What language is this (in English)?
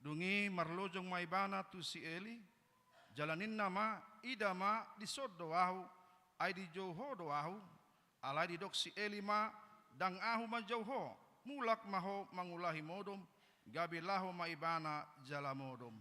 Batak Toba